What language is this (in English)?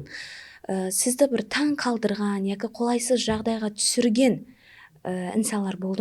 Kara-Kalpak